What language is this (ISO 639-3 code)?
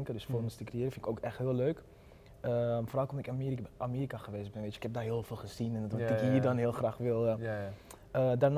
nld